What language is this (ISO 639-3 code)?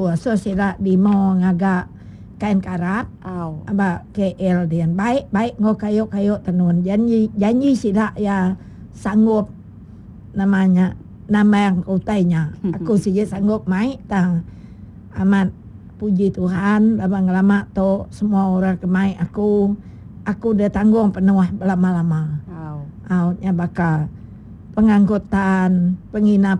iba